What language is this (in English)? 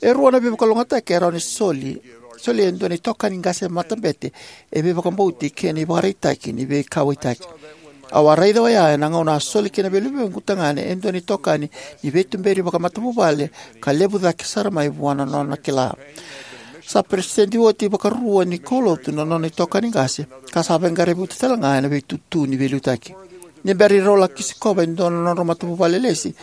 Fijian